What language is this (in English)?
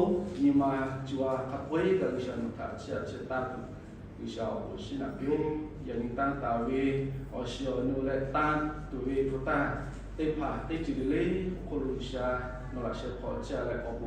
Lahu